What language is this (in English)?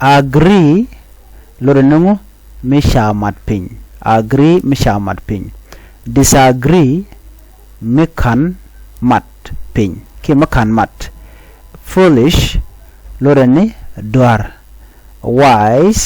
Nuer